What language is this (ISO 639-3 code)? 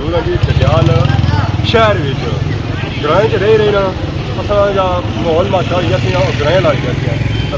phr